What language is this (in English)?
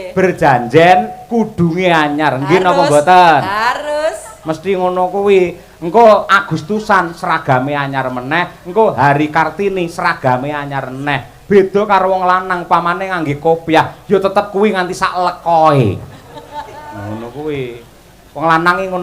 Javanese